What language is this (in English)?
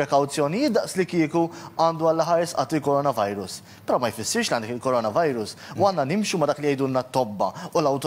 Maltese